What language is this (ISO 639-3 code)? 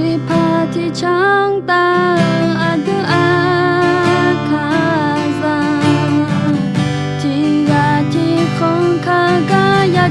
ahk